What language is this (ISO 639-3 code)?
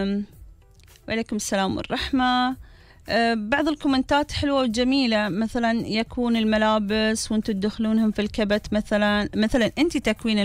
afb